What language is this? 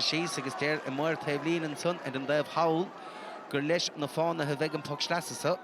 Irish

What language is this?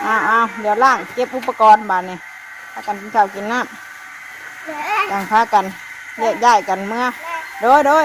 Northeastern Thai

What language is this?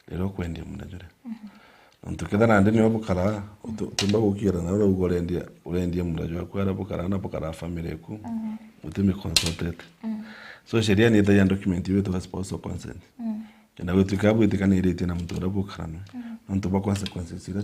Meru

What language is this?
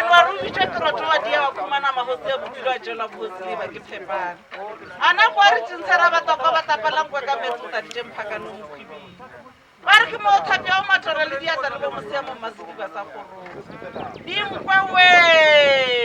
Northern Sotho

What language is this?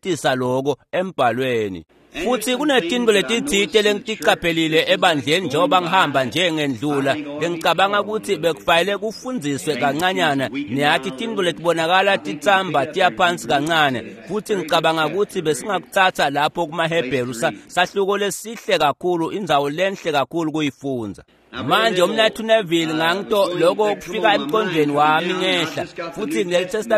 Swati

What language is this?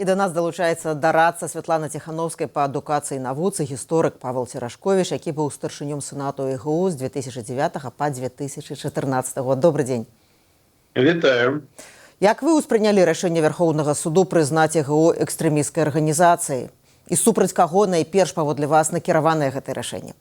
Belarusian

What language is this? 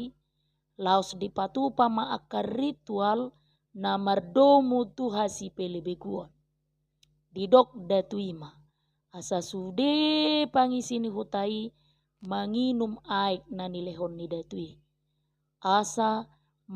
Batak Toba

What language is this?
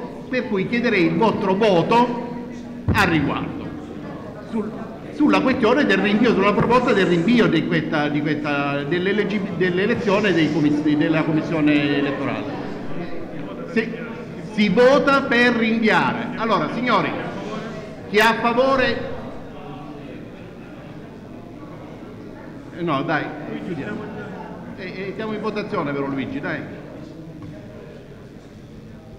Italian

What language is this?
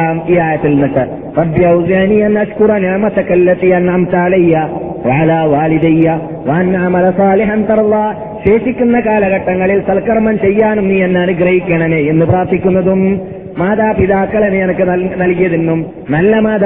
Malayalam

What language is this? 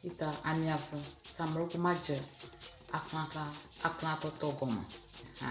Ewe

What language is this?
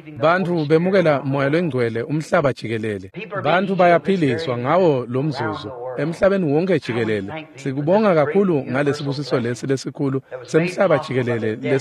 Swati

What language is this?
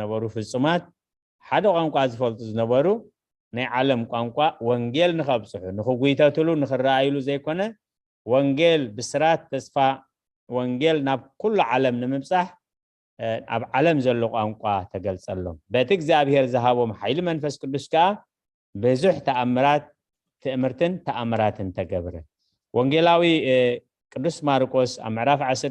Tigrinya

